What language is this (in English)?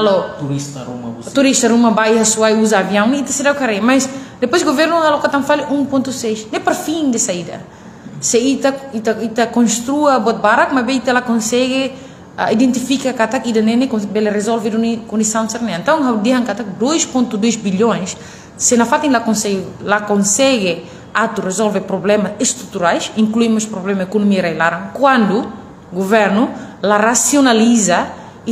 Tetum